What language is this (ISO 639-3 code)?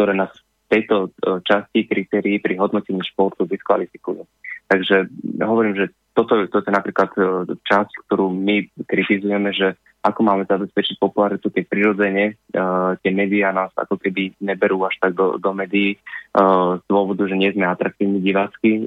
slk